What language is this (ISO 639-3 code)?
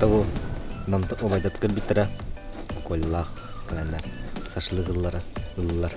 sah